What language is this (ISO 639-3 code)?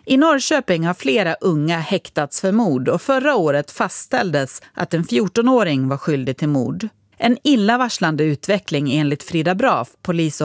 swe